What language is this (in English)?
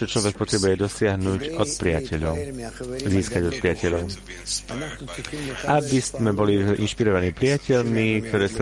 Slovak